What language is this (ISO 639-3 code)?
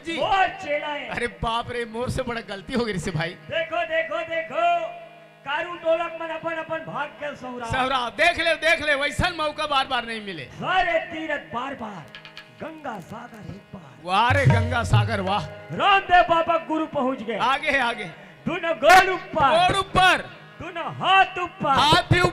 hne